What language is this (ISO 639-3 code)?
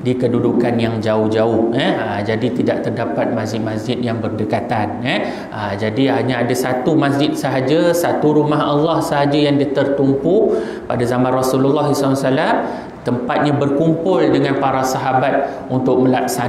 msa